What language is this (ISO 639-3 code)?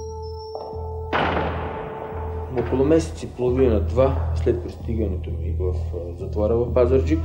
bul